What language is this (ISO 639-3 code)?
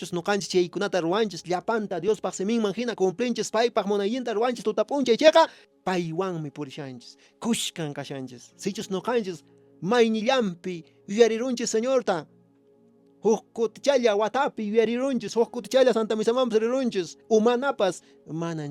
que